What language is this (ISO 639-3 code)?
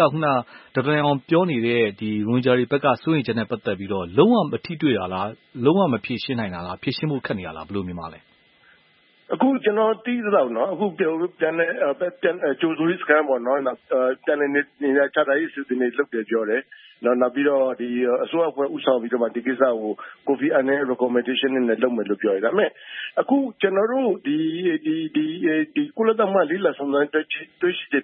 mya